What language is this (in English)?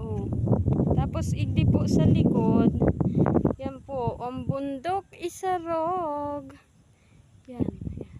Bikol